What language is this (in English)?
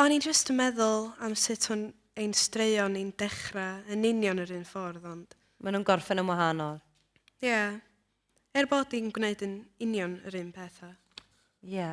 Welsh